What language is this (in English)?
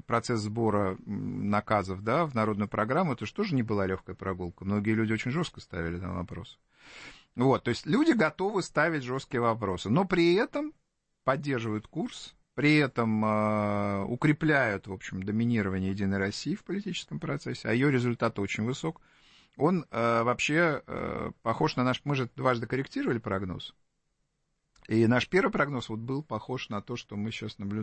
Russian